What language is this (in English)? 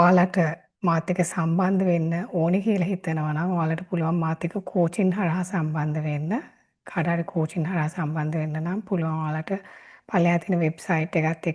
Sinhala